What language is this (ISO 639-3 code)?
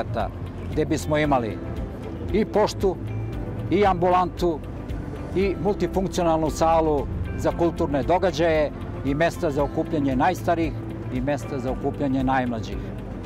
srp